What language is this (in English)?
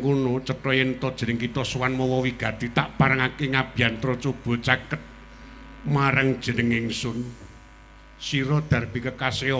Javanese